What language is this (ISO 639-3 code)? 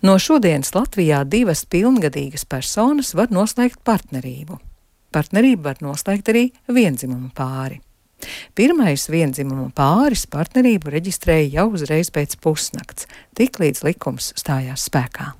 lav